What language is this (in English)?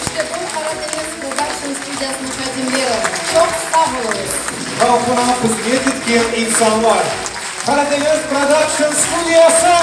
Crimean Tatar